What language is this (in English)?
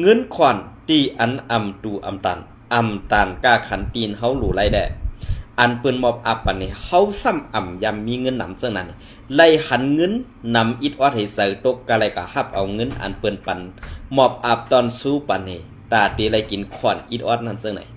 Shan